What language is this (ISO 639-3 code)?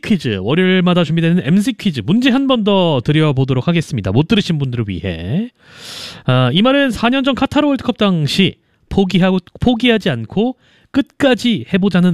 kor